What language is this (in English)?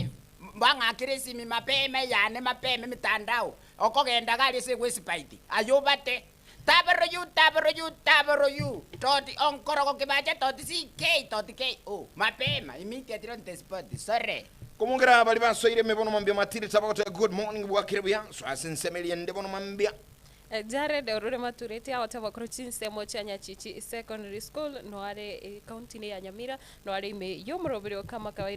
Gusii